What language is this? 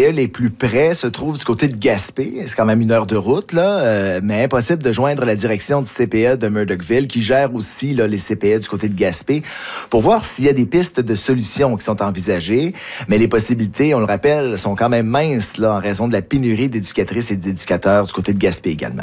French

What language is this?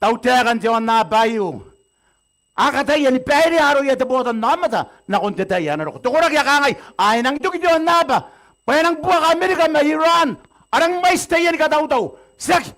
Gilbertese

